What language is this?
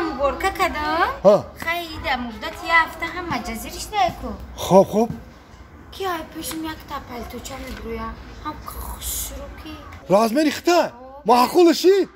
Tajik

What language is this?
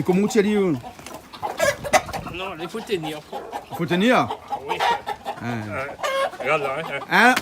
Réunion Creole French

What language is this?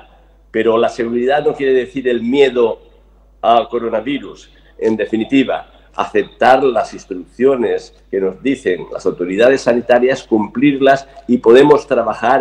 Spanish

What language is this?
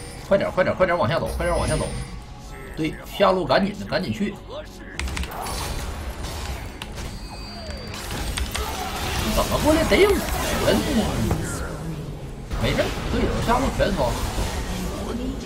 Chinese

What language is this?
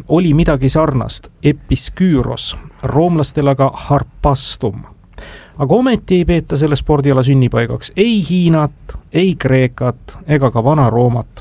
Estonian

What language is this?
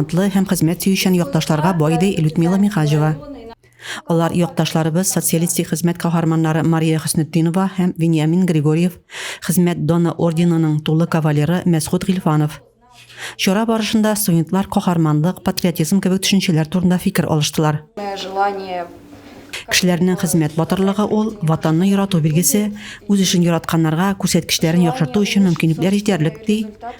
Tatar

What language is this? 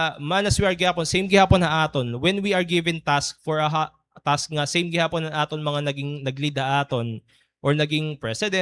Waray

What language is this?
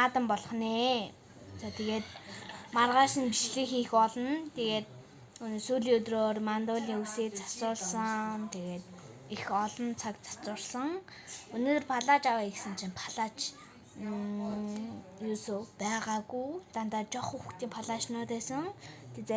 Mongolian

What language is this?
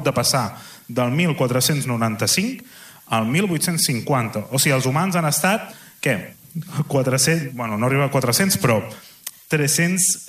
Catalan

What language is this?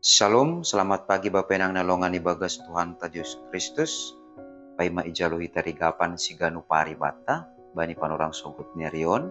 Batak Simalungun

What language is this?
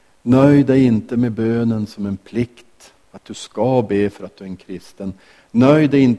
Swedish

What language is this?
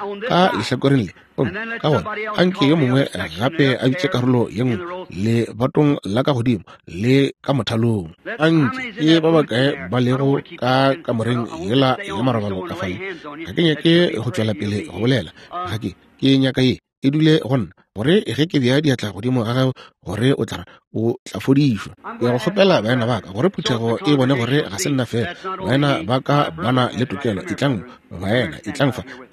Northern Sotho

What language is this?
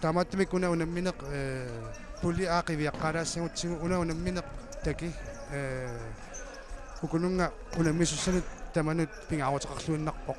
Kalaallisut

